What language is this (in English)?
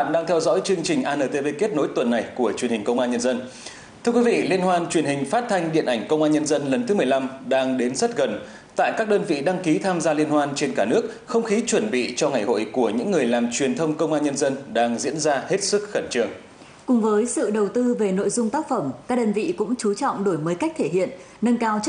Vietnamese